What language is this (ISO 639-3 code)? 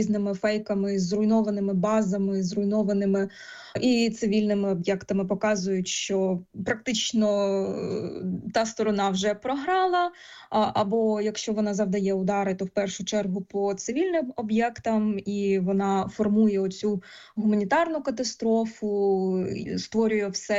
ukr